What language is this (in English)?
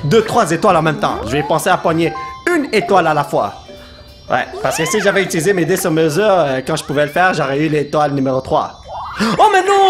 French